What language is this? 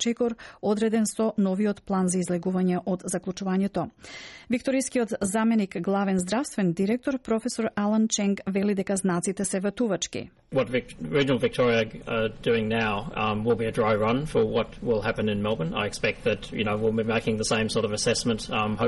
Macedonian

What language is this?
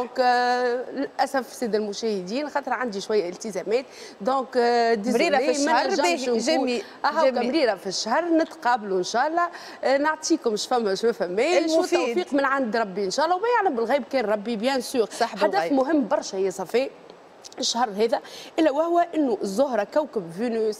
Tunisian Arabic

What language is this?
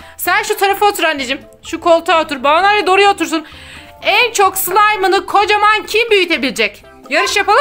Turkish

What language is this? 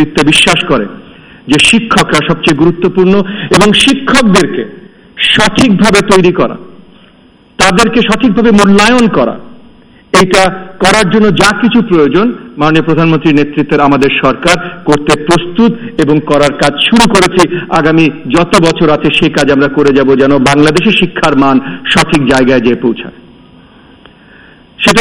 Bangla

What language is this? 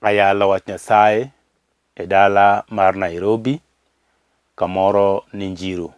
Luo (Kenya and Tanzania)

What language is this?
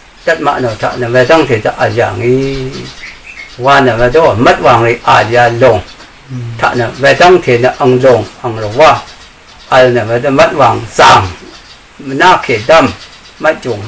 Rawang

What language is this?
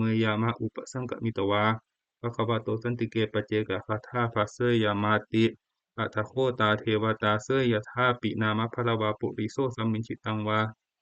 Pali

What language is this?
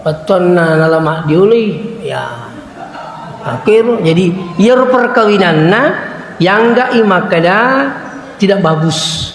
Buginese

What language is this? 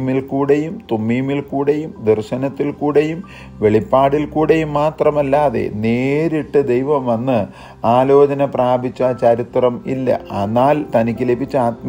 Malayalam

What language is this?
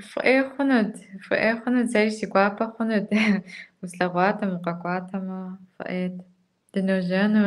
Kabardian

